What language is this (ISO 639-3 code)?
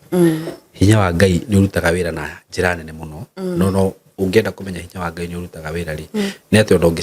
kik